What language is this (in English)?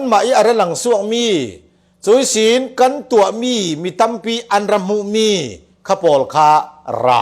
Falam Chin